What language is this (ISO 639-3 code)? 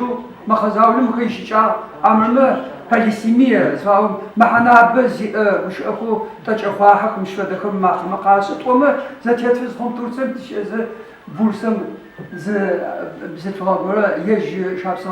ady